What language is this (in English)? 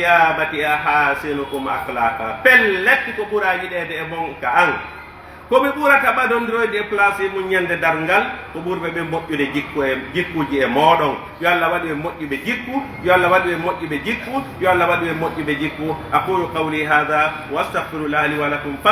Pular